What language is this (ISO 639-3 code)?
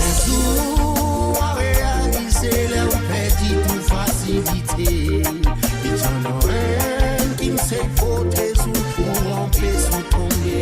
mfe